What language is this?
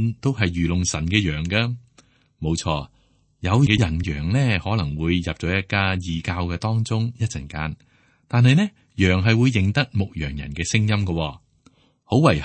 Cantonese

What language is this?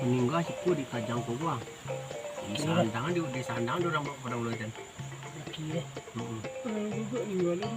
Minangkabau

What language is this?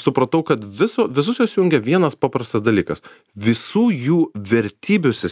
Lithuanian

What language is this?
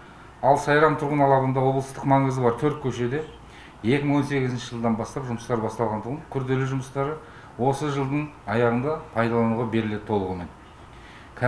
Kazakh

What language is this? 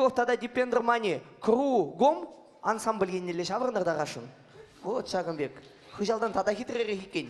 Chuvash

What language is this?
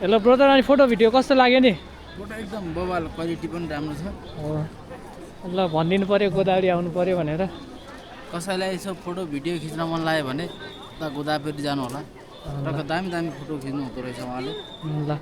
Nepali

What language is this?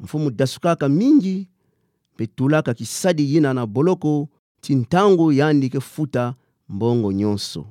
Kituba (Democratic Republic of Congo)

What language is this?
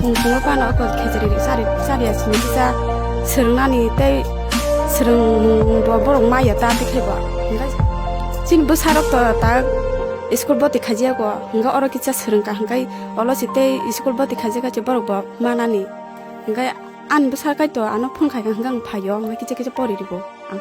Kok Borok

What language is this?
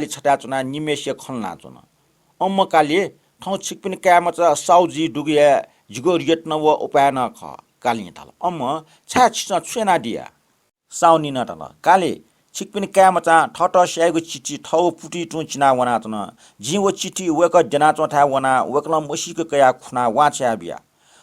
Newari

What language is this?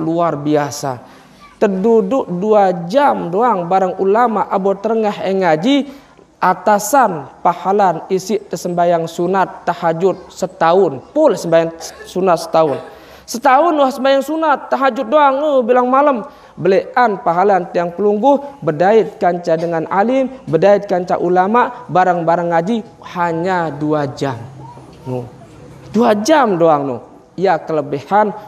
Sasak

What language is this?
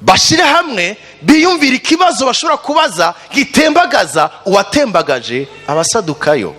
Rundi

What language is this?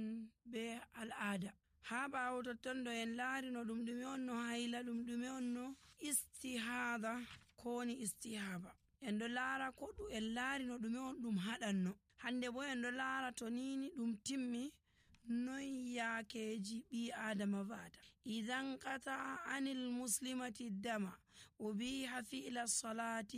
Nigerian Fulfulde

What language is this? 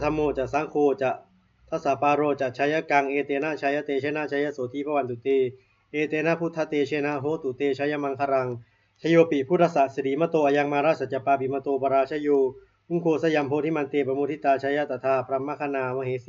Pali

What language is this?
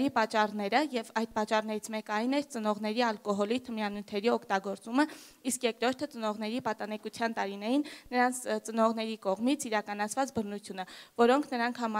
Armenian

